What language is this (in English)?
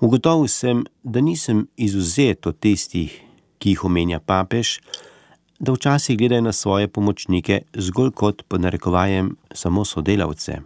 Slovenian